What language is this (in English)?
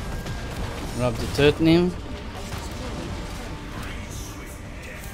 Dutch